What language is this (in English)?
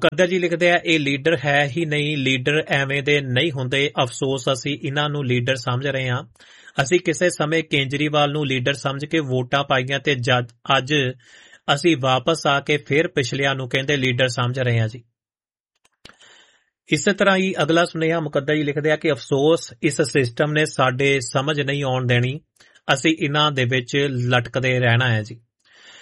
Punjabi